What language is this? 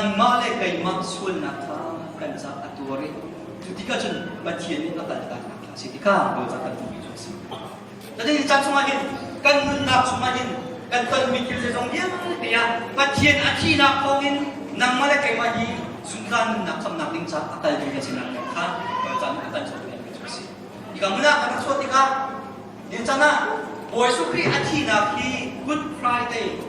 Hakha Chin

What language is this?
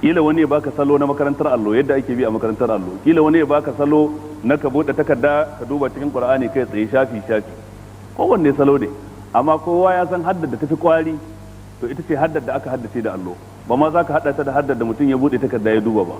Hausa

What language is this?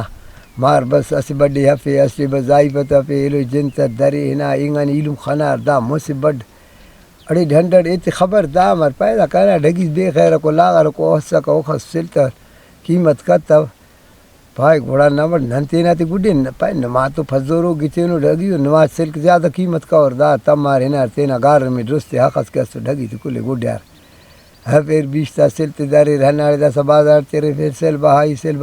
Brahui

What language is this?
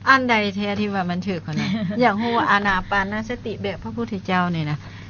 Lao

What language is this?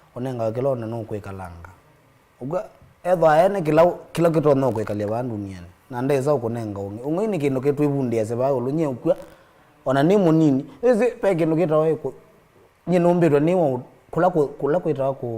Kamba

